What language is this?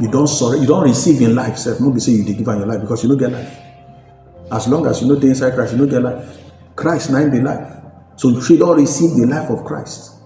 Nigerian Pidgin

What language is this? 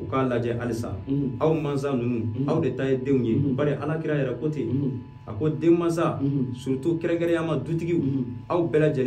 Bambara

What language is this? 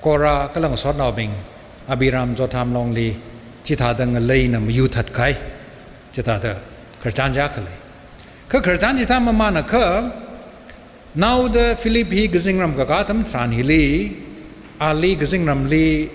Tangkhul Naga (India)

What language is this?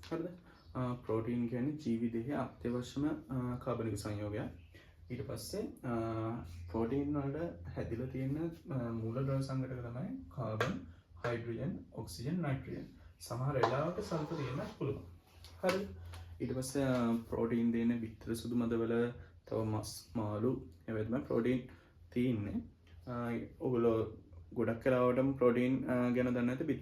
Sinhala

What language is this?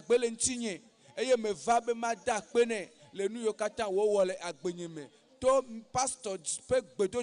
Ewe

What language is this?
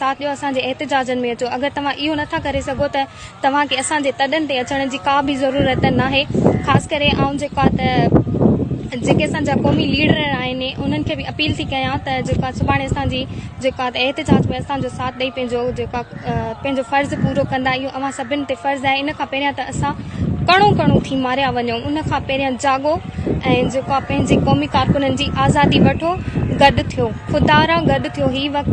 Sindhi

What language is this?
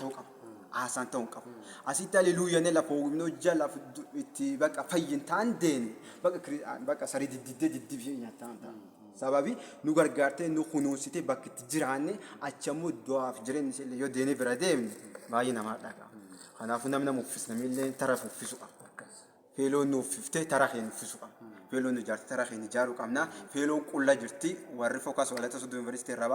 Oromo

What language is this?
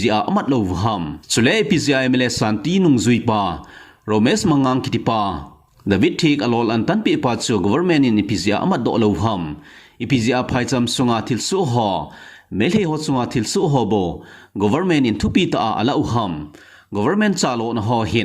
Thado Chin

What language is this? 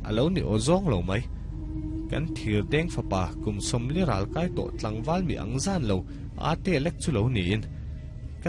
Mizo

